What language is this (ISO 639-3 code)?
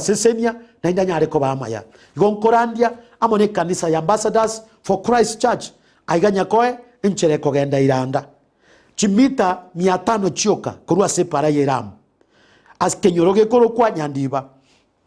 guz